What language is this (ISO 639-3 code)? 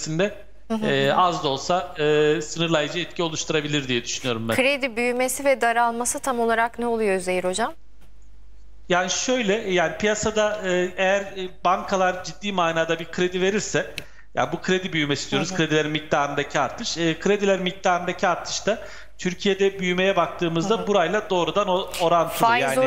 tur